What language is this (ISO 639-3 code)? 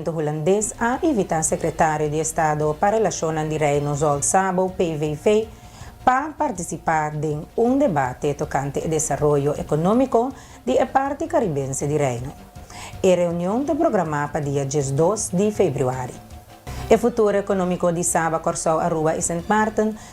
pap